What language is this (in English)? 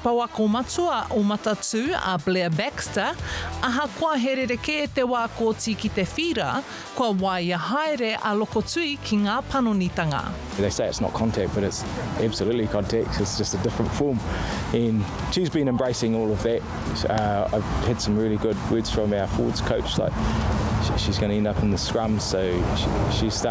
Māori